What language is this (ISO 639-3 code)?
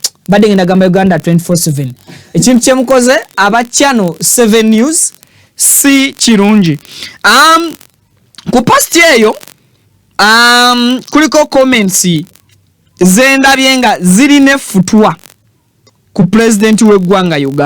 lug